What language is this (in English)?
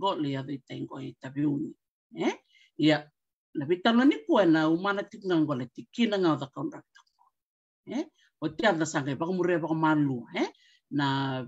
Fijian